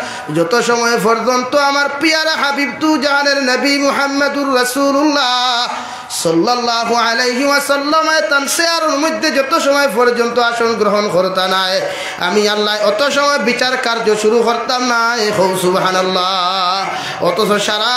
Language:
Sylheti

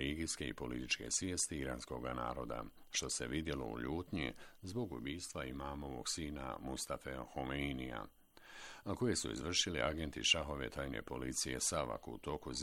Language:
Bosnian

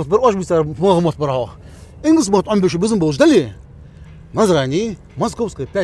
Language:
Ingush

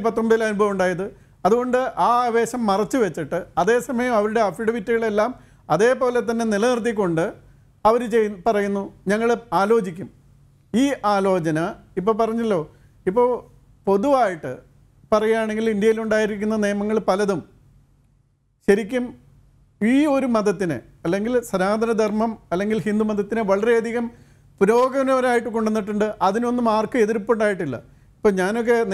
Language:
Malayalam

